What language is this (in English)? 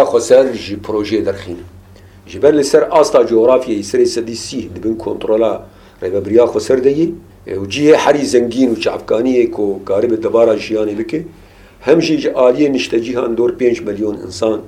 Kurdish